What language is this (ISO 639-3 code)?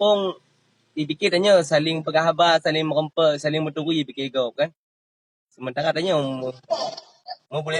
ace